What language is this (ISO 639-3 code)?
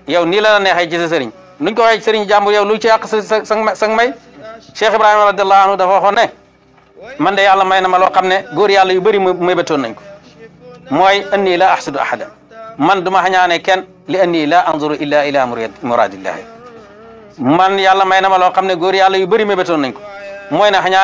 wol